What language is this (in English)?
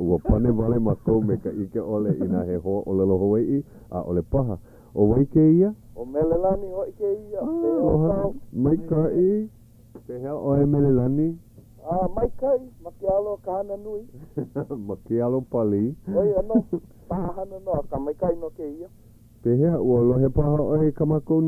Hawaiian